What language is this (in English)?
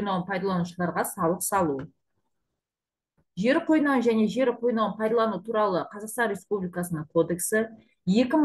Kazakh